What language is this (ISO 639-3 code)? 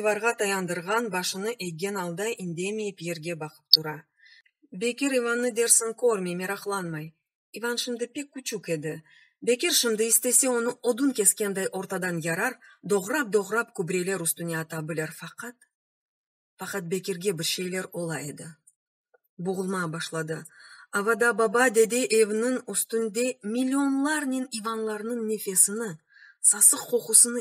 crh